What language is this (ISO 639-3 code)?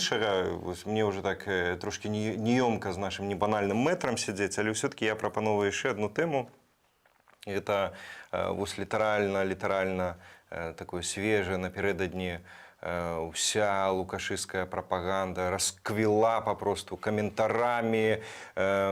bel